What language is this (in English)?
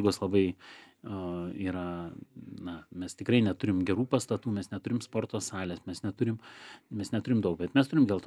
Lithuanian